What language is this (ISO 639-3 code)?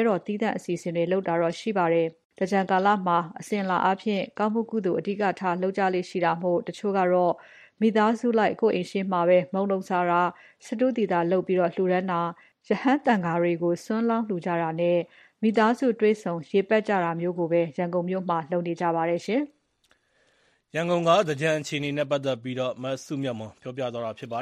mya